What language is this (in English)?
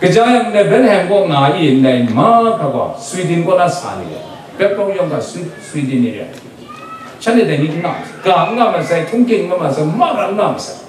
Kachin